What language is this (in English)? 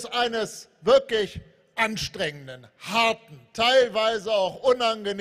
German